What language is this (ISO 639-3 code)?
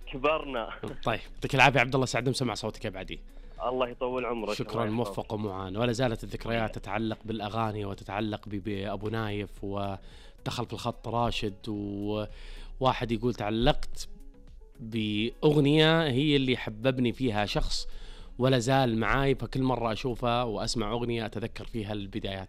ars